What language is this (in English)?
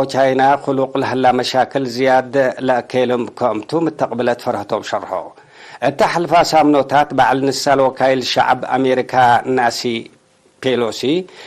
Tigre